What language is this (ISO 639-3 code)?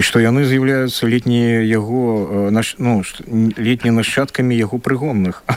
bel